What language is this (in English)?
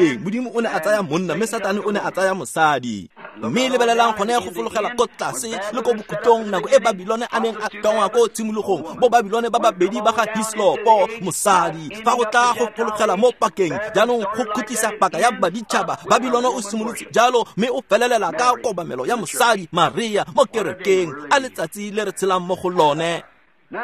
Tswana